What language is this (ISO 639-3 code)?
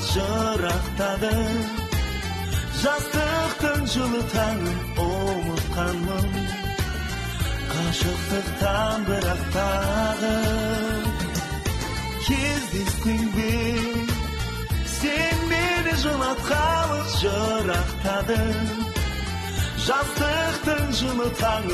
kaz